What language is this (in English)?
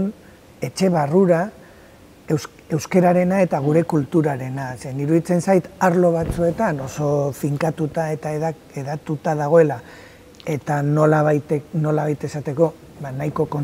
Basque